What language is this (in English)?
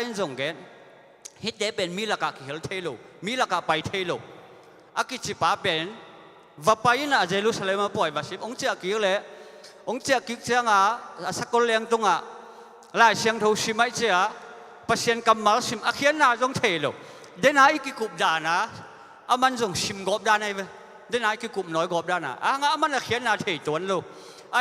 Tedim Chin